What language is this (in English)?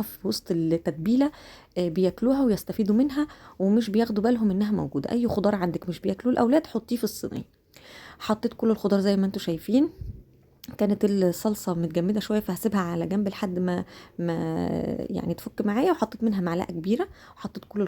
Egyptian Arabic